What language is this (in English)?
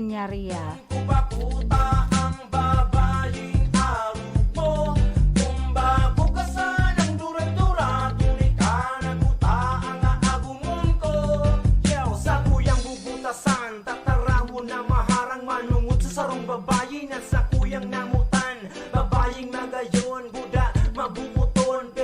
Bikol